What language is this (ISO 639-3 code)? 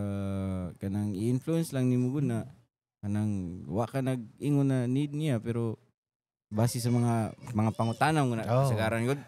ceb